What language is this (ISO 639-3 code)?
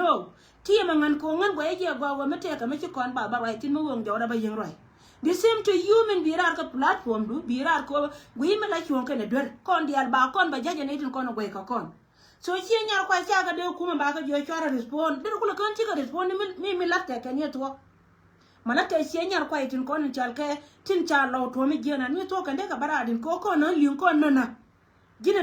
nus